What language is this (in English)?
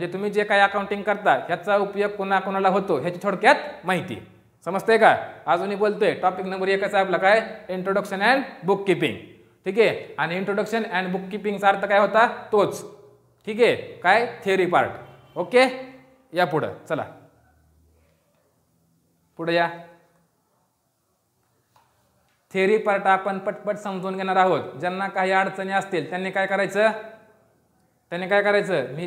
Marathi